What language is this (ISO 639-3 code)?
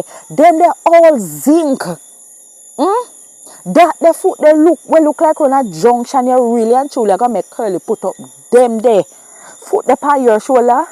jam